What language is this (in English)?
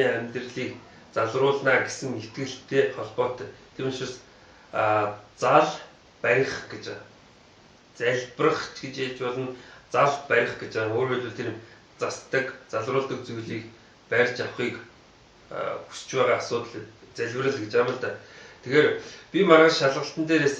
Mongolian